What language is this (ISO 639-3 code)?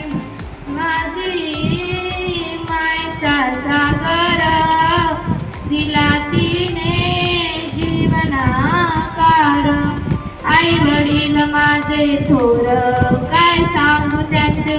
mar